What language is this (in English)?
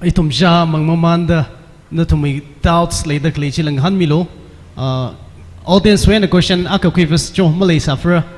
Tangkhul Naga (India)